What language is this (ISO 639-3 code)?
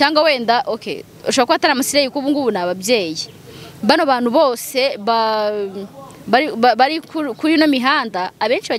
kin